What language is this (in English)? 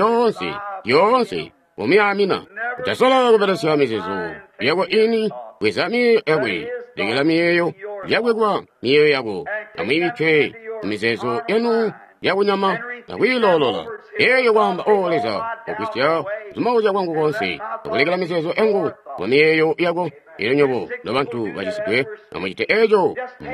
Tonga (Zambia)